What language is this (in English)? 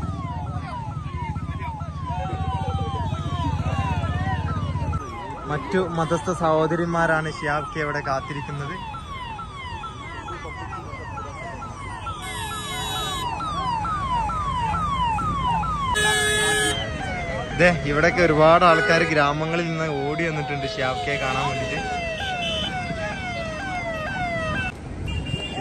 Malayalam